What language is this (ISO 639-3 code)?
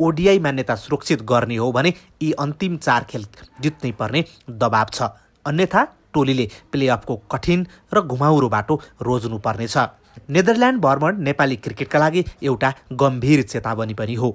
nep